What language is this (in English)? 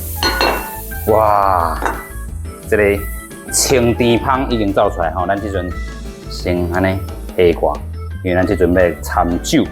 Min Nan Chinese